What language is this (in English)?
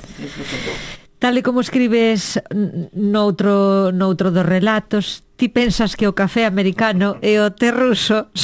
Galician